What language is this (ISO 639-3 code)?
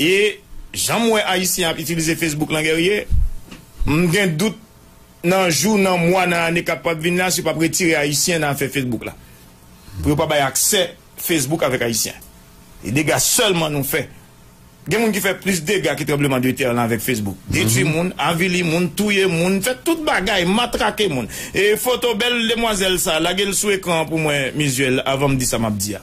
hat